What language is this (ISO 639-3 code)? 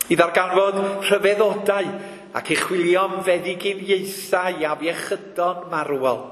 cym